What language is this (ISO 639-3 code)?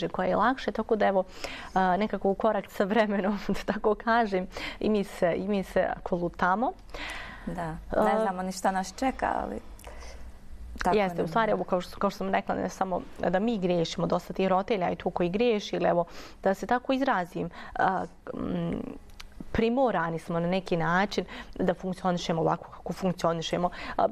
bos